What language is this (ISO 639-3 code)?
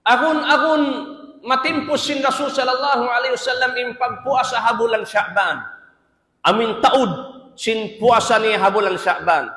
tsg